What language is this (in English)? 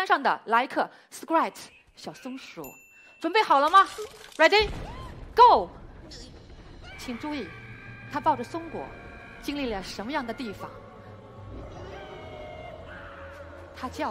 Chinese